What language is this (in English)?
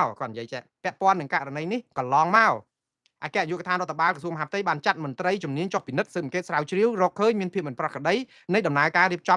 Khmer